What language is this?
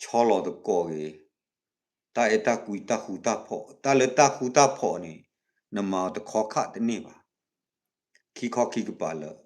S'gaw Karen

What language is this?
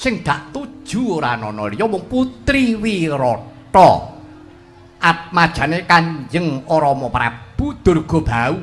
Javanese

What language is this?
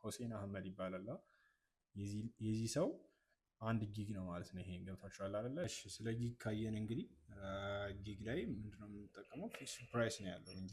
Amharic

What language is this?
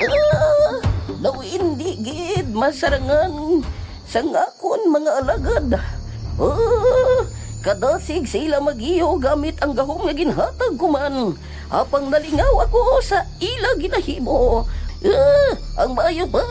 Hiligaynon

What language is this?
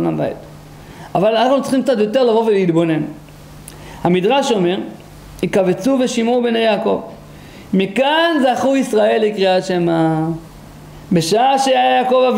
Hebrew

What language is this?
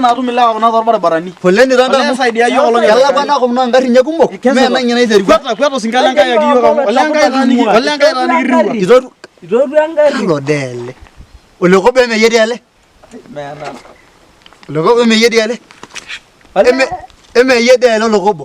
Masai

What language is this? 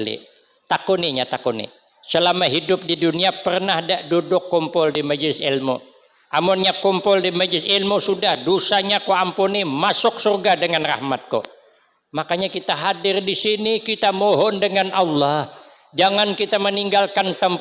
Banjar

